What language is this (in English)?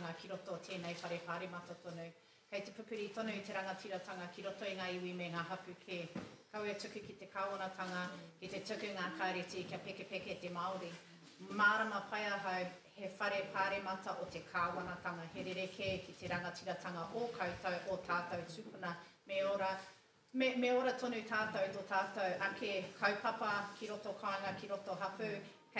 Māori